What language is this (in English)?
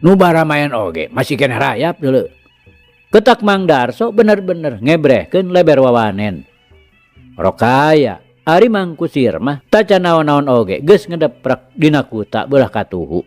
Sundanese